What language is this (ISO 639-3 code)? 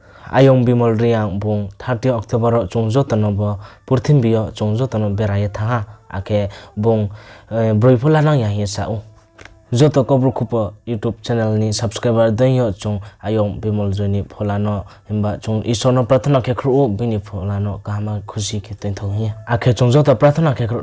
ria